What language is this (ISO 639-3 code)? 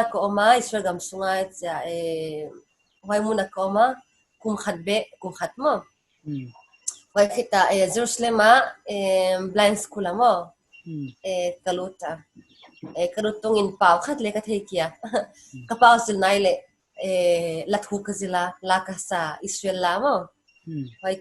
pck